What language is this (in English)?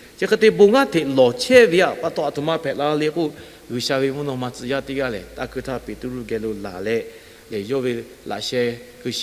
Lahu